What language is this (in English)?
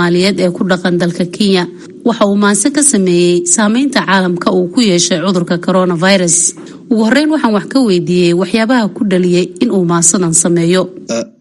Somali